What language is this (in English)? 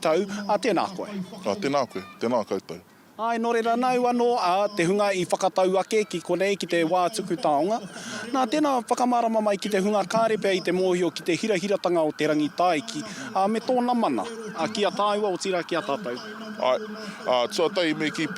Māori